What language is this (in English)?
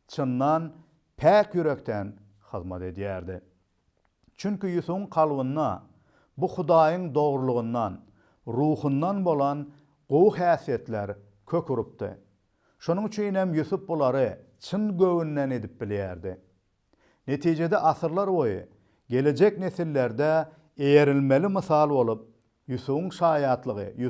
Turkmen